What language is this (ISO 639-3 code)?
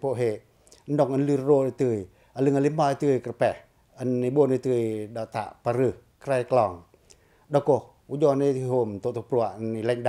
pac